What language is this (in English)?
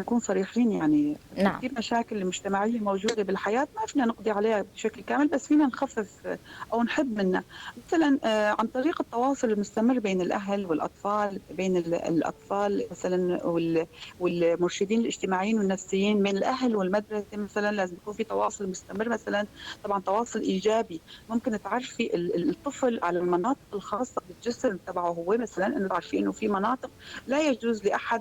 North Levantine Arabic